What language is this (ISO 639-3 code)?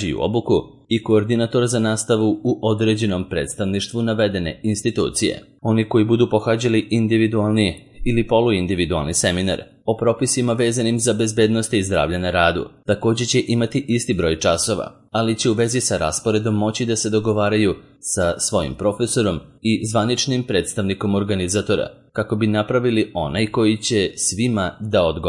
srp